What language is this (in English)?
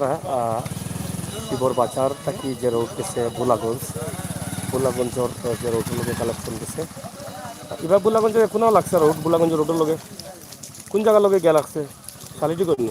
Sylheti